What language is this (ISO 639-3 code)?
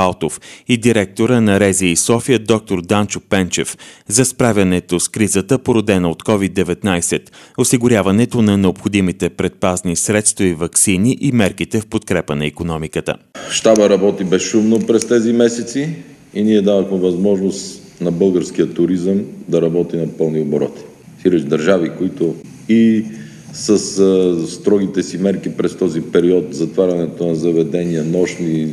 bul